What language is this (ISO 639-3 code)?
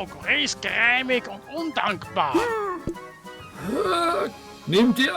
gsw